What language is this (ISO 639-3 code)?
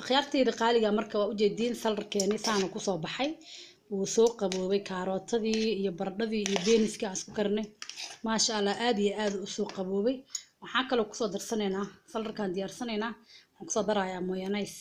som